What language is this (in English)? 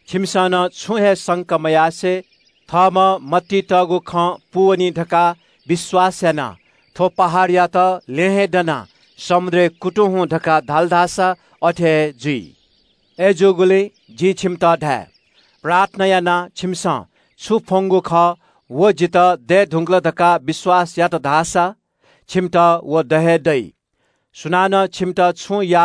Newari